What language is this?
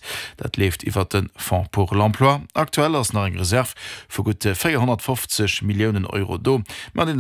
Luxembourgish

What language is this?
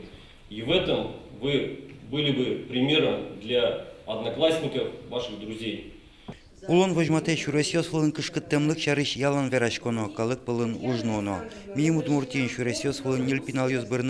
Udmurt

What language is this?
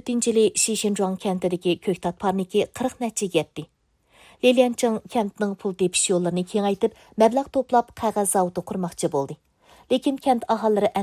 Uyghur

